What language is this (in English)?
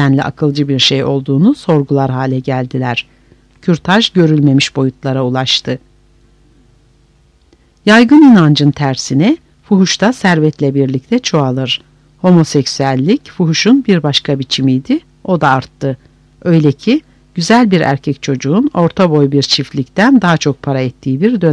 Turkish